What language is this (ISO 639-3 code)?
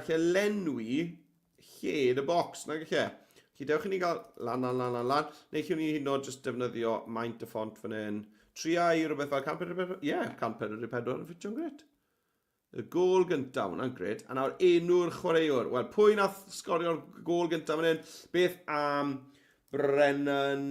cym